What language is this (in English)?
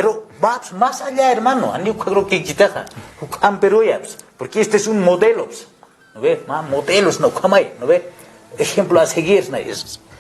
Aymara